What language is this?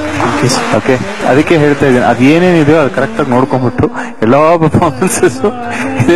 Kannada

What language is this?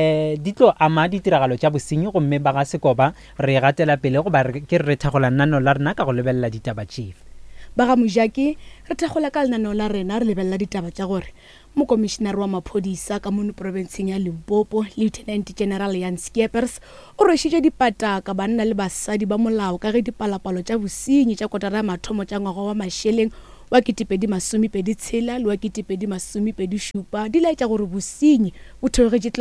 Northern Sotho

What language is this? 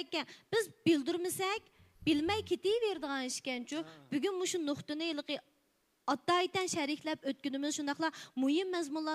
Uyghur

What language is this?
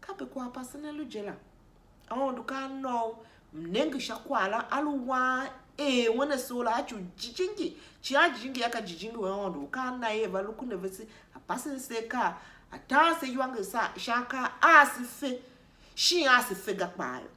Tiv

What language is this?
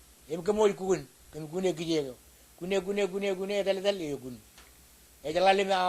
Marshallese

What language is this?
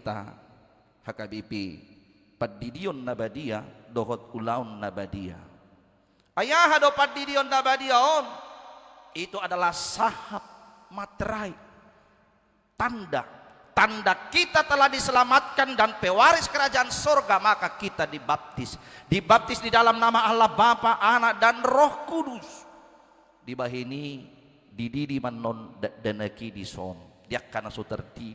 Batak Toba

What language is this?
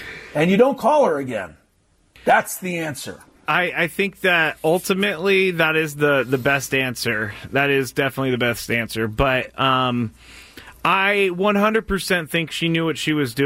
English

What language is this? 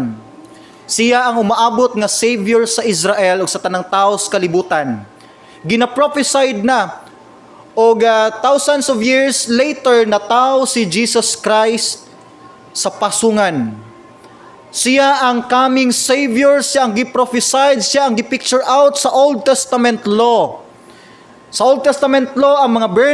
Cebuano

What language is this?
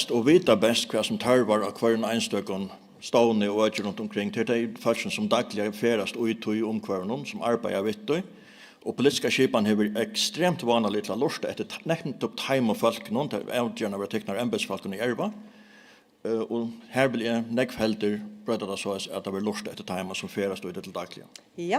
Faroese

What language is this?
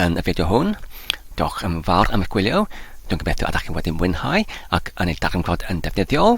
Welsh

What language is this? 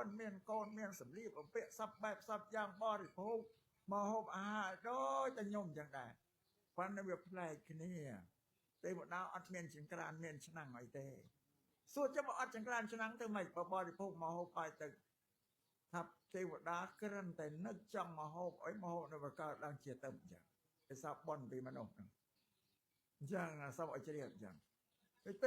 Khmer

